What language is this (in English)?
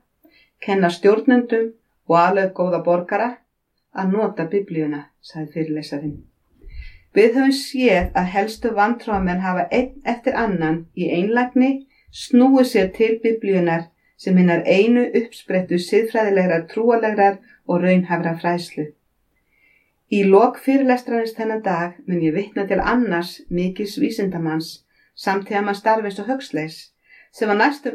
Icelandic